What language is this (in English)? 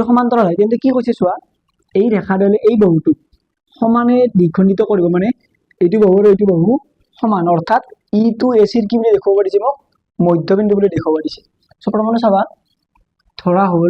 Assamese